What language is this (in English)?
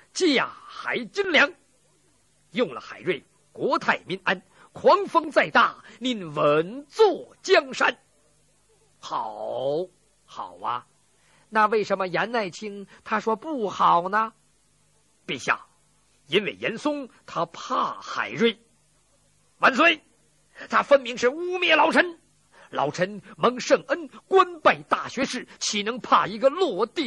Chinese